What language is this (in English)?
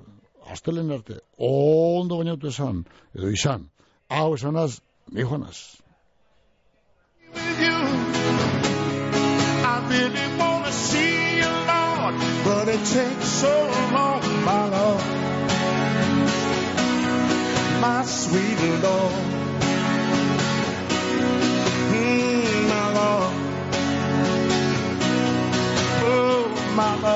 Basque